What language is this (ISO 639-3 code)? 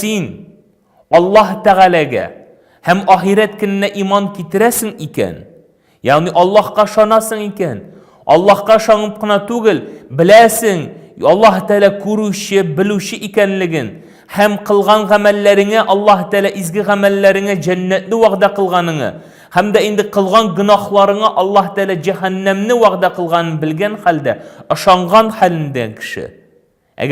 tat